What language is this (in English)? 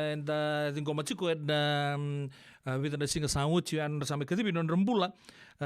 Fijian